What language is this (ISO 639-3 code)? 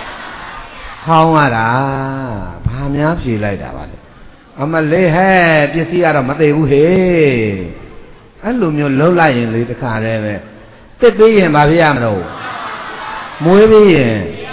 mya